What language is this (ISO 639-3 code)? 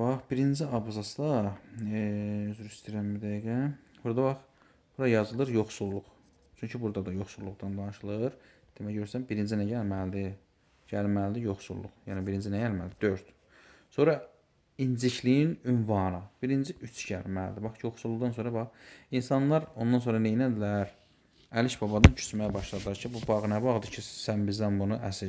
aze